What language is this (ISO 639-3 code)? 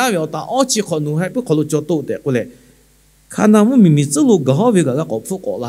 lhu